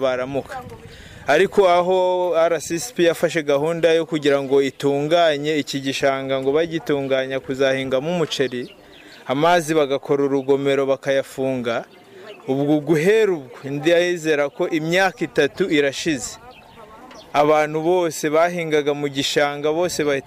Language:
Kinyarwanda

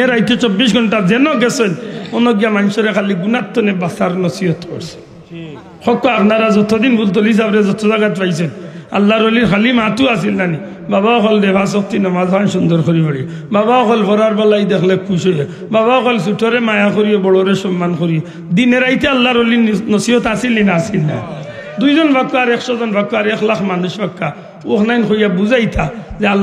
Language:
Sylheti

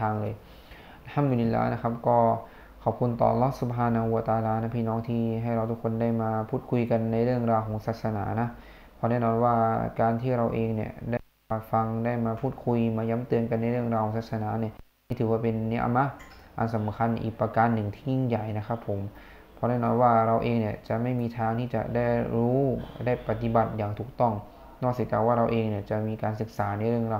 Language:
Thai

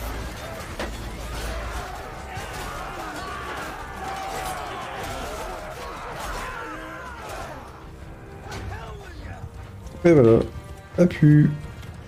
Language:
French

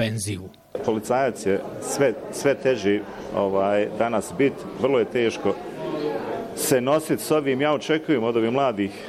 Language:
Bosnian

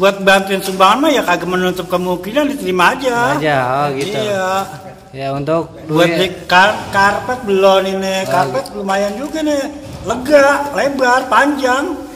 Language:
Betawi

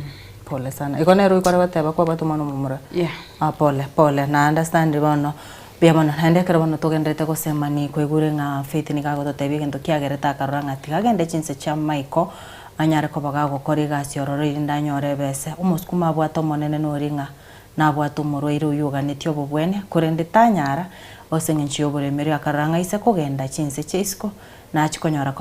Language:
Gusii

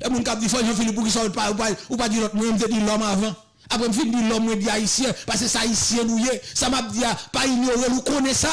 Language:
Haitian Creole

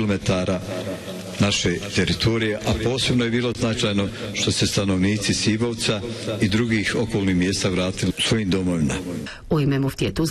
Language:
Bosnian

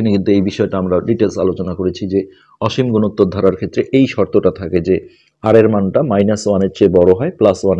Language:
Bangla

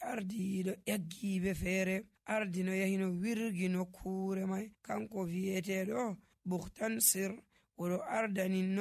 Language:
Nigerian Fulfulde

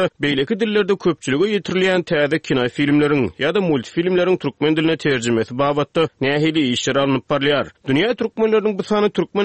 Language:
Turkmen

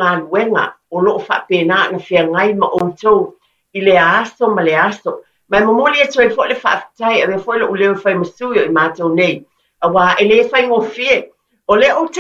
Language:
Samoan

